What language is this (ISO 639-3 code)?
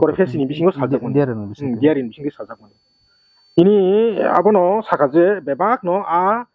trp